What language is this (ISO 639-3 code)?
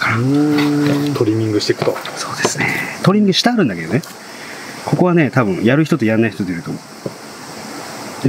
jpn